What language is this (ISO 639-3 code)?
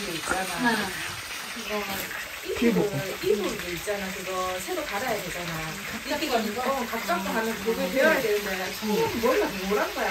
kor